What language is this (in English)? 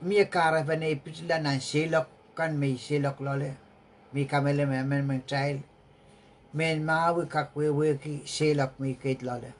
Pohnpeian